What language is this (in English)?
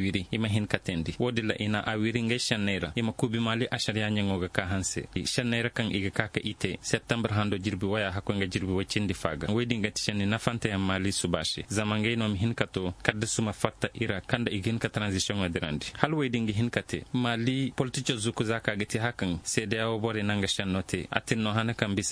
Koyraboro Senni